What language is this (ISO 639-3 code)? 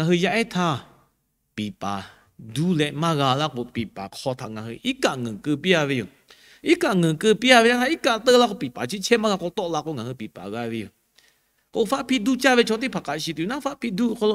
lhu